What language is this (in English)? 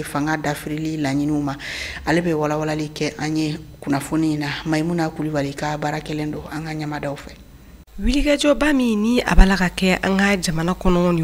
Bambara